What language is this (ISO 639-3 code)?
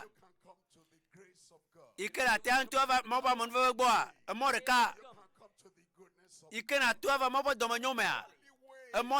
ewe